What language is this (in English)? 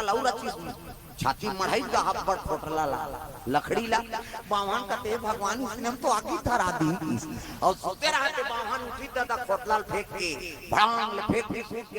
Chhattisgarhi